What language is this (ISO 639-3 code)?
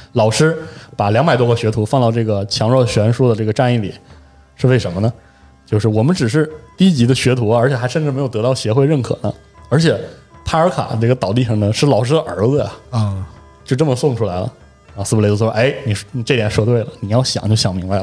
zho